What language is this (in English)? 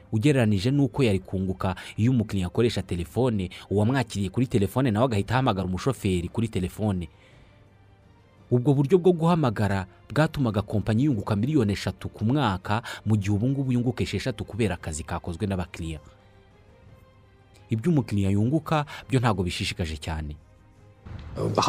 Kinyarwanda